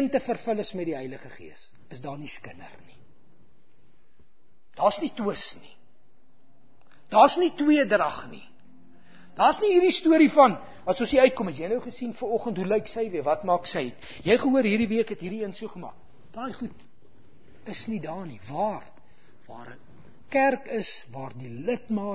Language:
Afrikaans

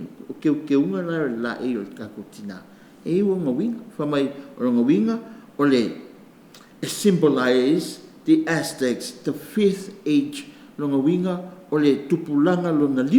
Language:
Samoan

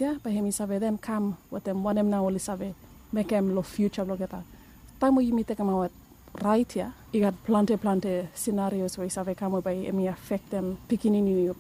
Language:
Bislama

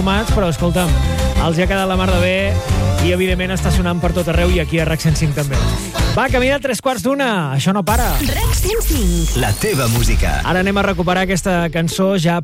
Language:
Catalan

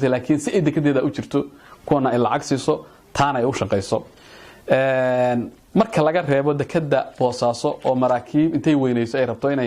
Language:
Somali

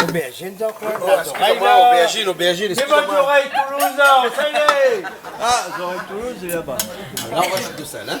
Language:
Réunion Creole French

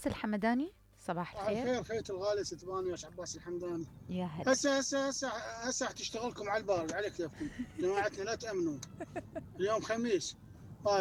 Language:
Mesopotamian Arabic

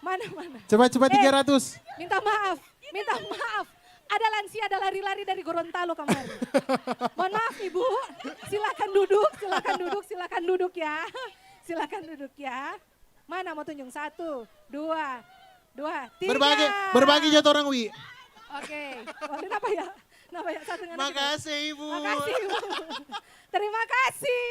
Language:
Manado Malay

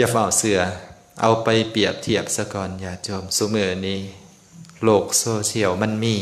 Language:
Lao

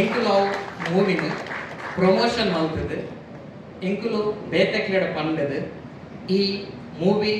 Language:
Tulu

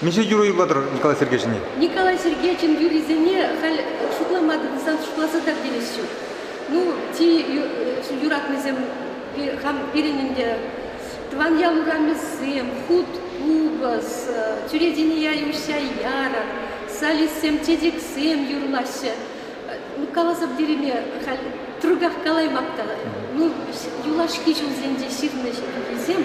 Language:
Chuvash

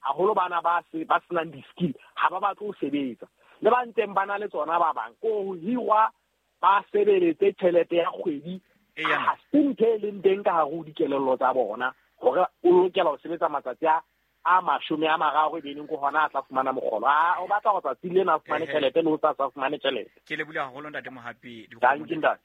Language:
Southern Sotho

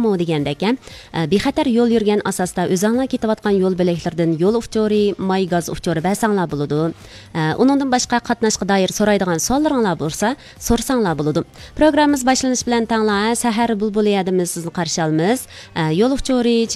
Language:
Uyghur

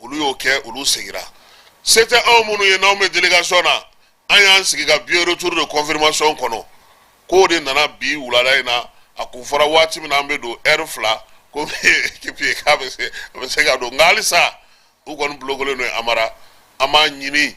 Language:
Bambara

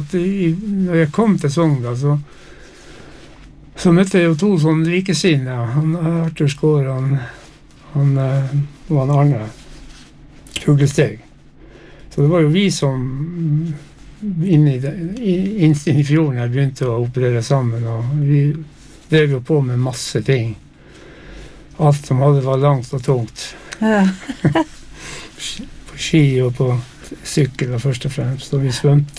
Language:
Norwegian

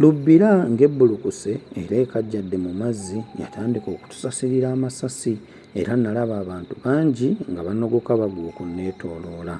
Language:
Ganda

